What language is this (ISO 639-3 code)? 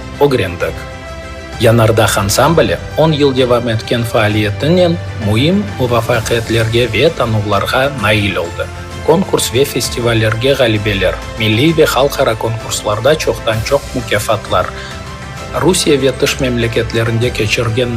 crh